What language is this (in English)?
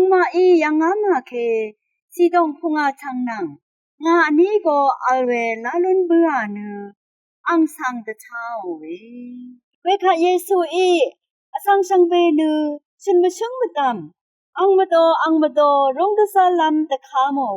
Rawang